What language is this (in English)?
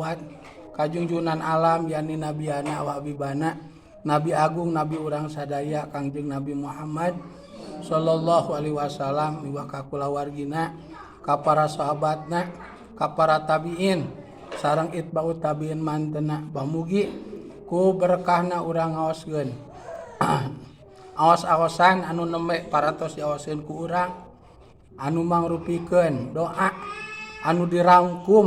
Sundanese